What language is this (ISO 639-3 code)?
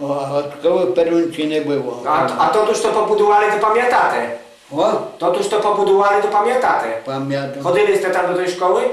rue